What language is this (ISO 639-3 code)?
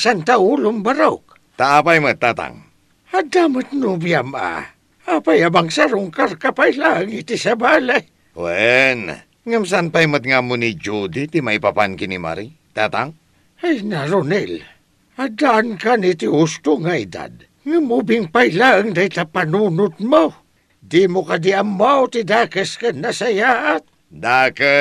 ilo